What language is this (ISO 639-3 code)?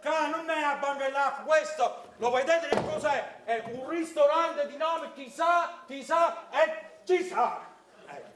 nap